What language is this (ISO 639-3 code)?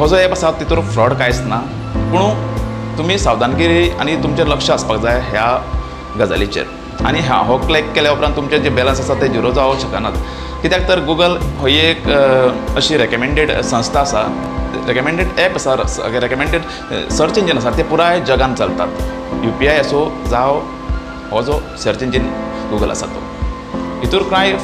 kok